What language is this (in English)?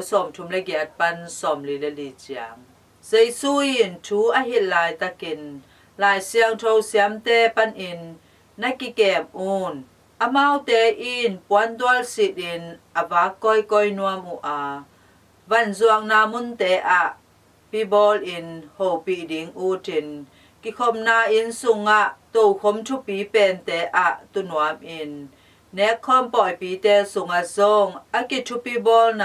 Tedim Chin